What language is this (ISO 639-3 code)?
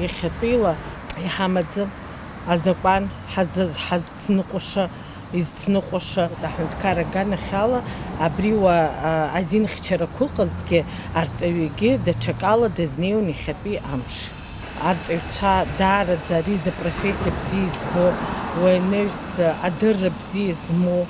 abk